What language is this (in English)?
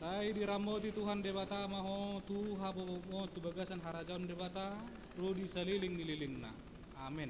Batak Toba